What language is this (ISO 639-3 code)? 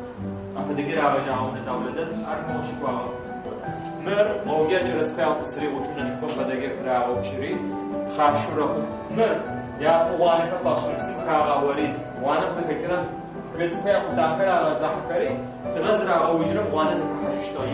ady